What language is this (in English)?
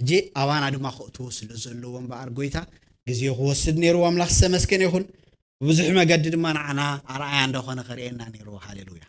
Tigrinya